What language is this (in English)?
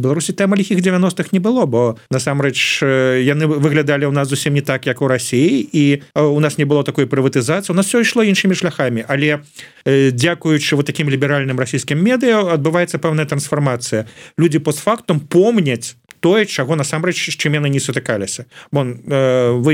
Belarusian